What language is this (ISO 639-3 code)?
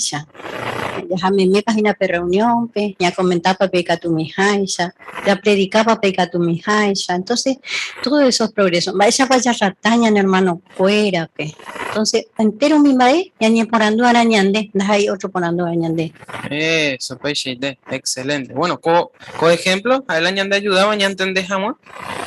grn